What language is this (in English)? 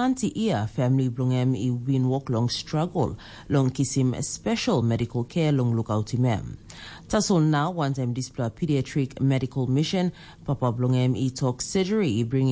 Tok Pisin